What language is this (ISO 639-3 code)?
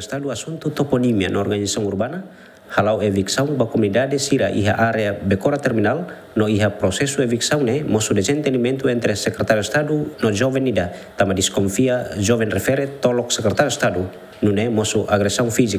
tet